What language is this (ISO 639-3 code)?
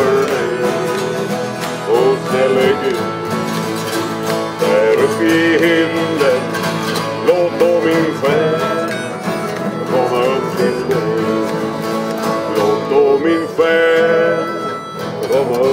swe